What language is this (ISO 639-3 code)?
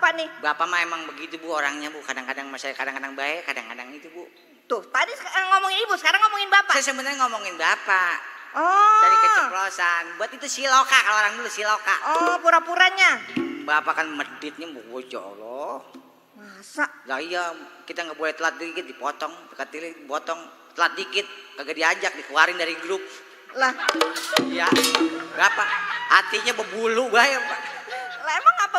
bew